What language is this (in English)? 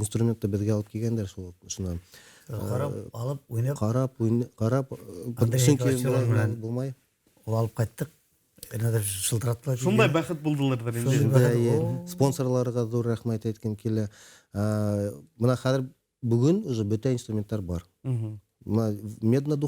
Bashkir